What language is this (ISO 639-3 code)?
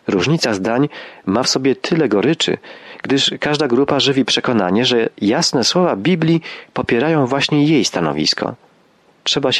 pol